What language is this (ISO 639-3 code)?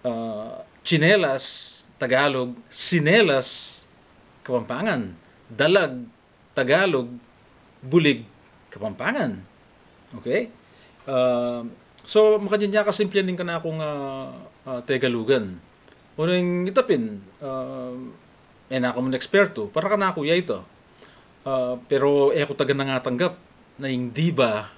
pam